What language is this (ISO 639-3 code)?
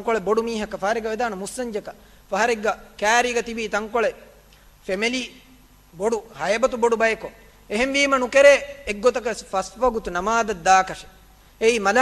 div